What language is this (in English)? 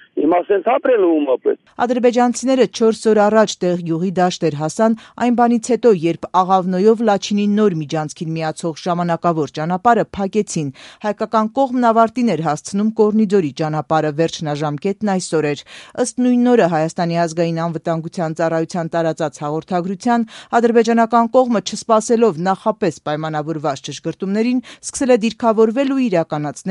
Armenian